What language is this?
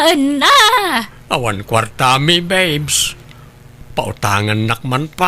Iloko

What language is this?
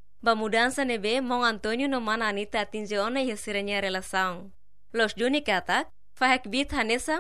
Tetum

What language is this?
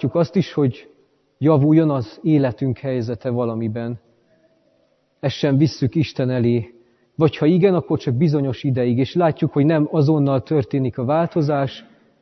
Hungarian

